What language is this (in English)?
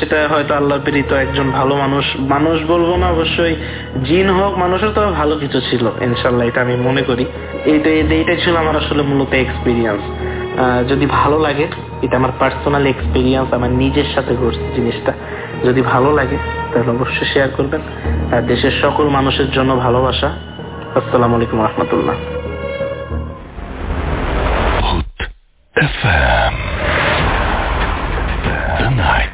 Bangla